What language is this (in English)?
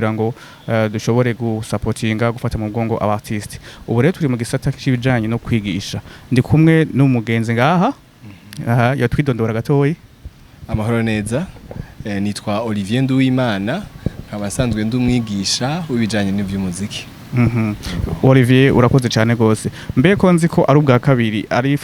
Rundi